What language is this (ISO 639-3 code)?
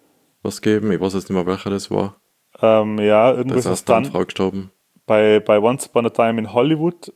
deu